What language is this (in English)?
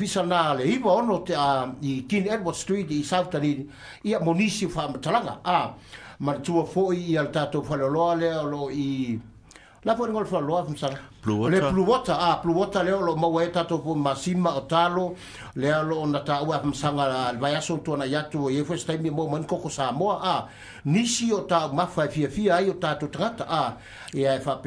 Samoan